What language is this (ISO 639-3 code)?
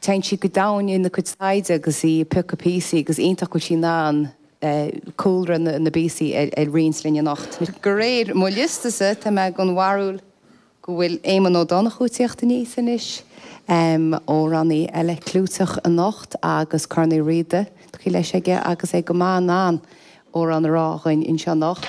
gle